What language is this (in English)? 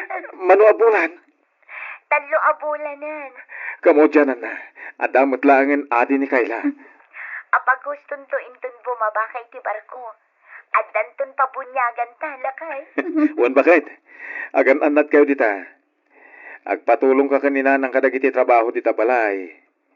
Iloko